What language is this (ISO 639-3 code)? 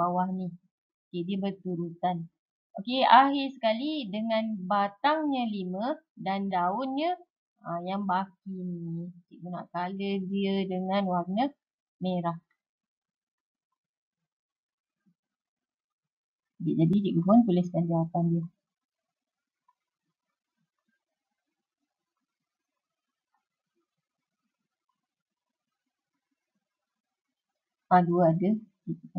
msa